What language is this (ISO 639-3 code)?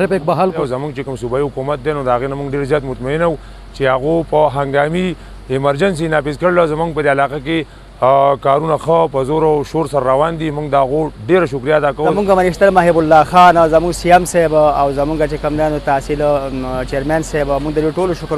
pus